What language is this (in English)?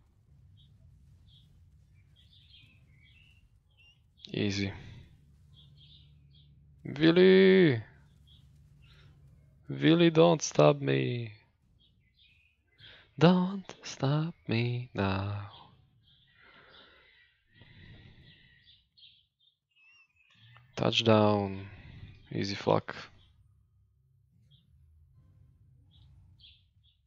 Slovak